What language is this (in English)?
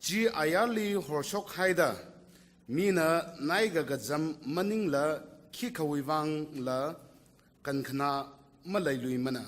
Tangkhul Naga (India)